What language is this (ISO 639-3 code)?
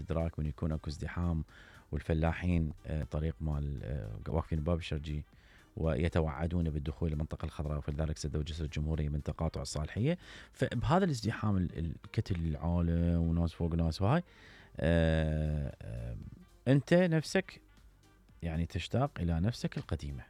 acm